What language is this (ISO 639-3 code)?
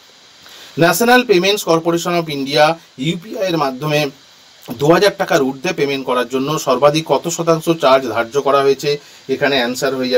ben